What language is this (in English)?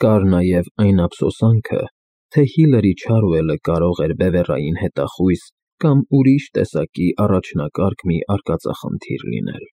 Armenian